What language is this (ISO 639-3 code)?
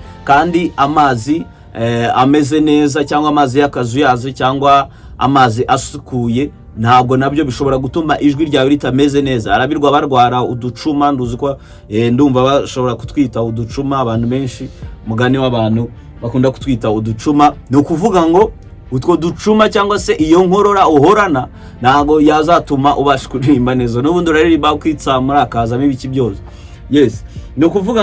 kin